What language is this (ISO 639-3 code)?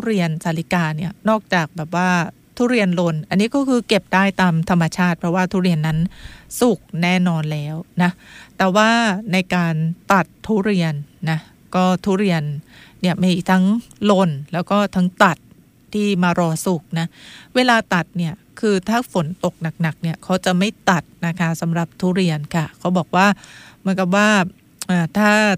tha